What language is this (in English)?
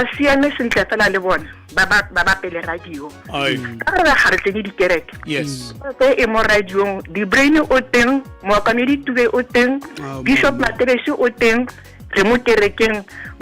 Tswana